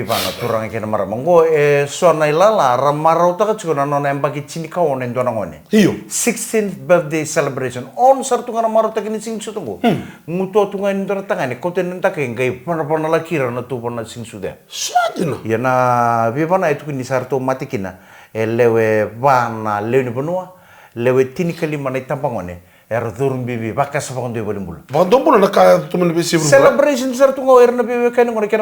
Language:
Fijian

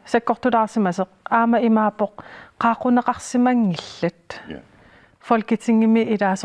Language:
Kalaallisut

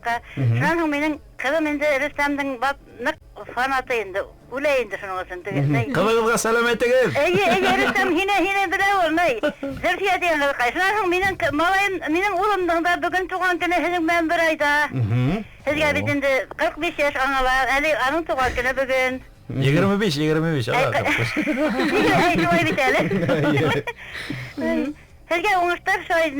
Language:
Bashkir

